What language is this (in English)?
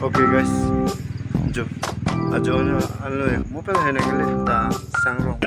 Karbi